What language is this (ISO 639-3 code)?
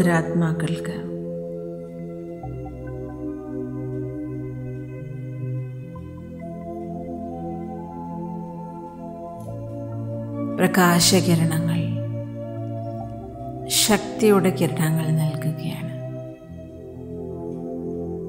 mal